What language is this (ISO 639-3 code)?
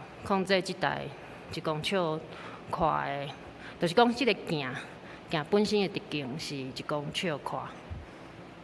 nan